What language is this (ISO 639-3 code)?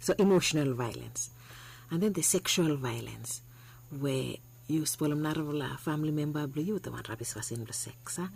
bis